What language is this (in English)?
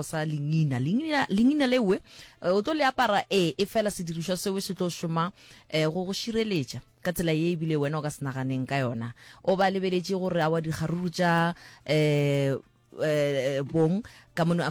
Northern Sotho